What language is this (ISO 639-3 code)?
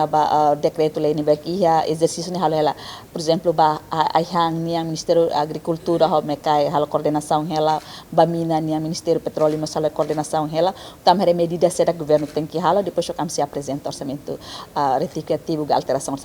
tet